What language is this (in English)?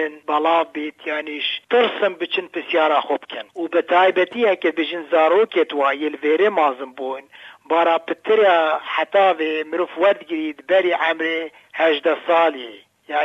Kurdish